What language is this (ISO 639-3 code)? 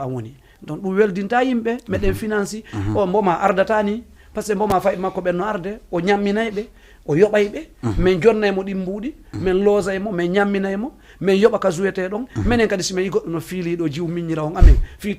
ful